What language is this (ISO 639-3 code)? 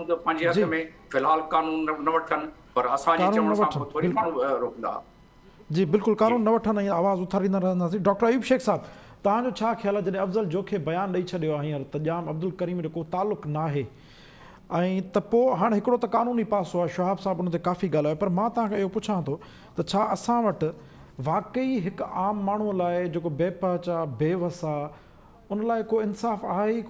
snd